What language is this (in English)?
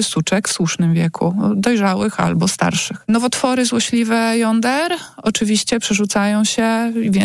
Polish